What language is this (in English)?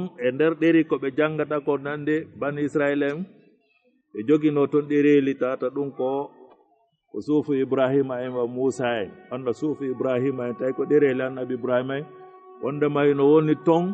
Fula